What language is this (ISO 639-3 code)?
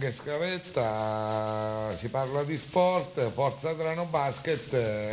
ita